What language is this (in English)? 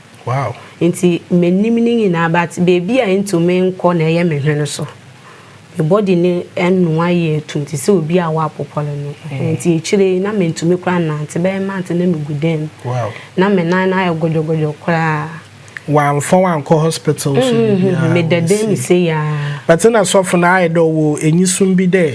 Akan